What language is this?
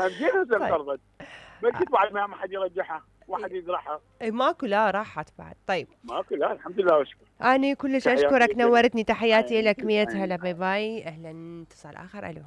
Mesopotamian Arabic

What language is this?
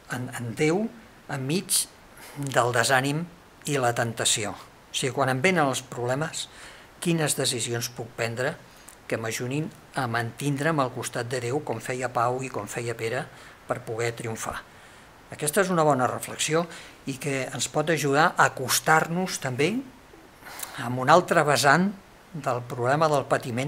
Catalan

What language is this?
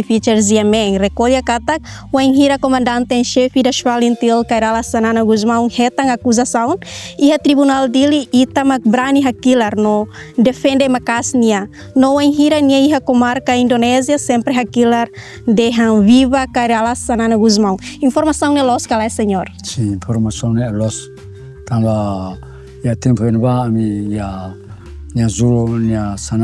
Tetum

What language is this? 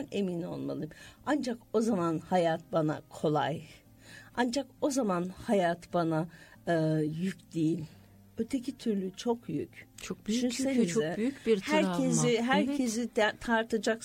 Turkish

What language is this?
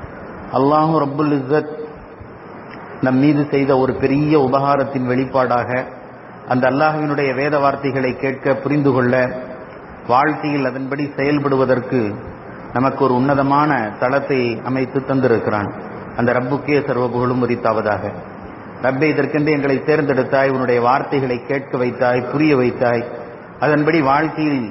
Tamil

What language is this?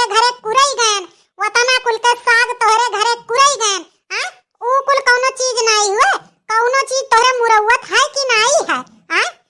Awadhi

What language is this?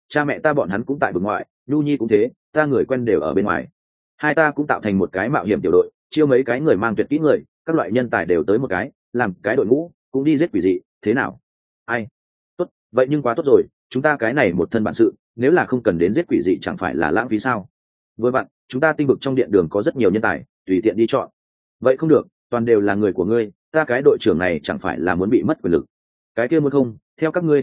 Vietnamese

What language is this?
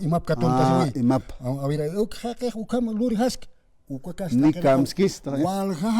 Aymara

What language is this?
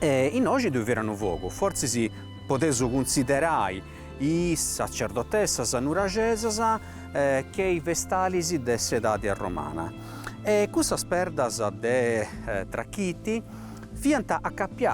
Sardinian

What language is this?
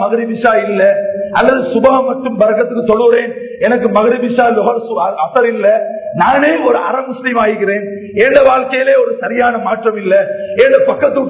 Tamil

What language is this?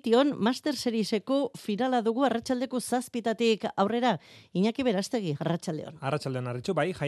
Basque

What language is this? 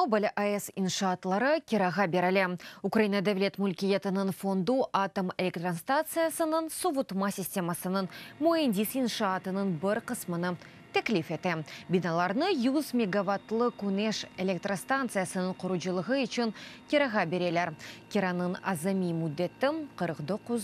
Crimean Tatar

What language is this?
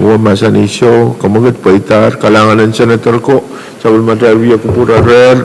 Pohnpeian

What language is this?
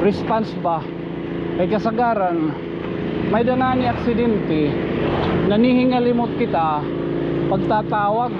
Waray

